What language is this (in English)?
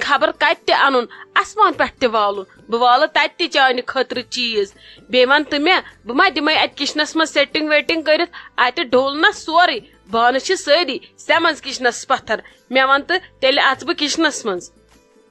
Kashmiri